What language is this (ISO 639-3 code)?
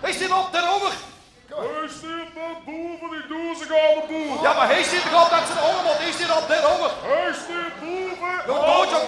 lim